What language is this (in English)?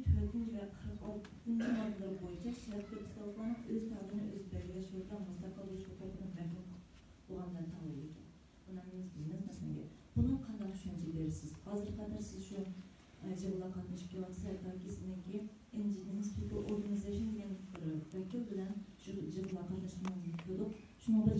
Uyghur